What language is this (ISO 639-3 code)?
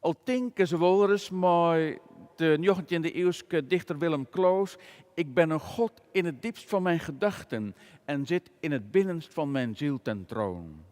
fry